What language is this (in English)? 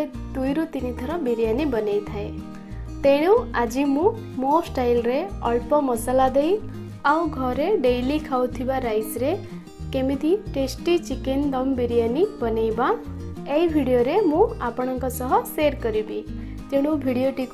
Odia